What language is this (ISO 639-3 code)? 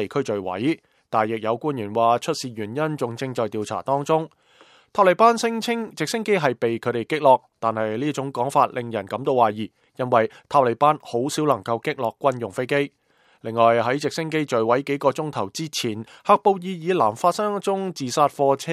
yue